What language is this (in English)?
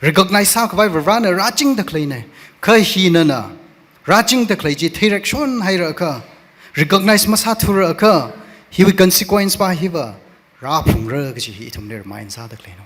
Tangkhul Naga (India)